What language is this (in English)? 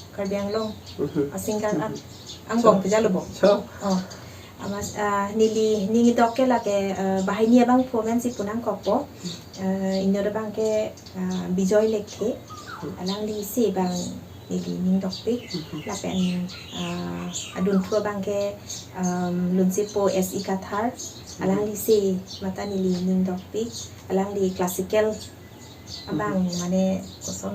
Karbi